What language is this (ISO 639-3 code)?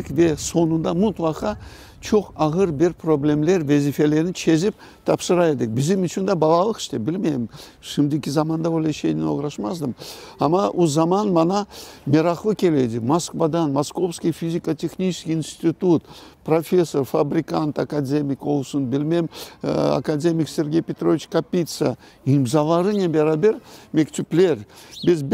crh